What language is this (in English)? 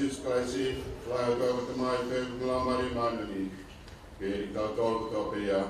Tongan